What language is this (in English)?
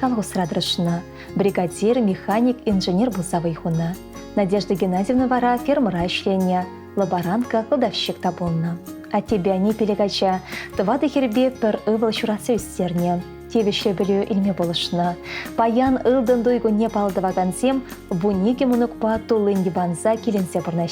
Chuvash